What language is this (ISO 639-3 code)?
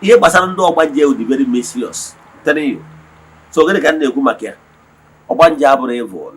ibo